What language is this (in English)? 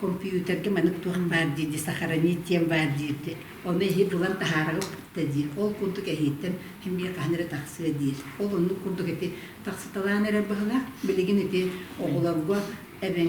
Yakut